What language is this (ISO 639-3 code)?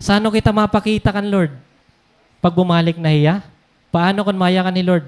war